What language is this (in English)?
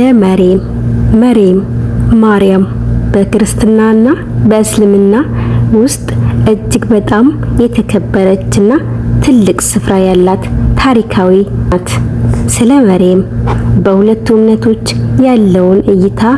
Amharic